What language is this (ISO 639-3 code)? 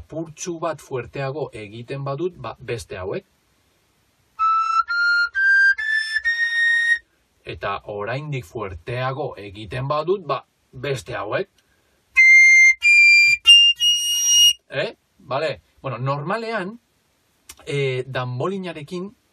eus